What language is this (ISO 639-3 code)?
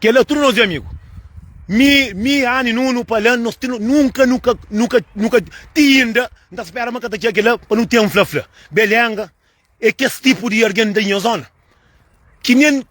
kea